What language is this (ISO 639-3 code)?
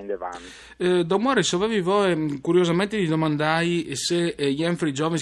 fur